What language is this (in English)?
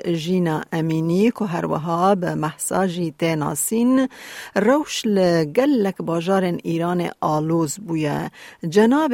Kurdish